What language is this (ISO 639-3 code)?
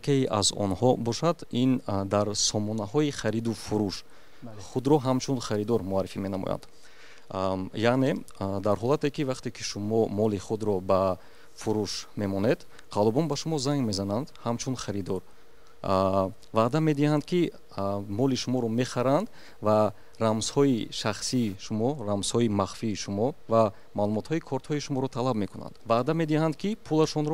tgk